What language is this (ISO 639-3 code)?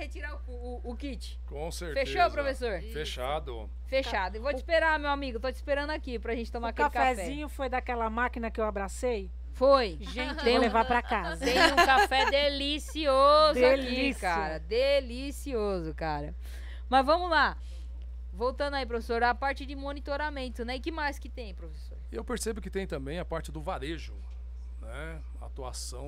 por